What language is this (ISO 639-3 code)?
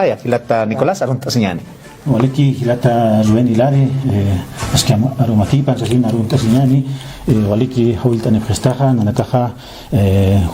aym